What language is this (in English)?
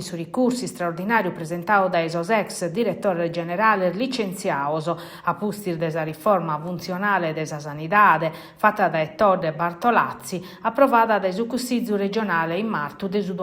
Sardinian